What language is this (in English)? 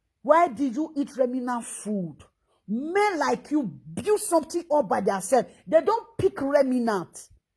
Nigerian Pidgin